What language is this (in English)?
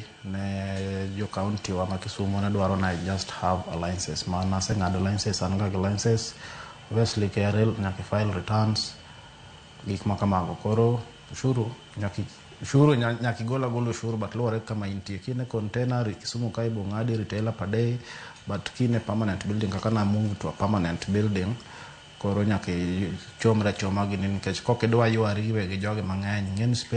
Luo (Kenya and Tanzania)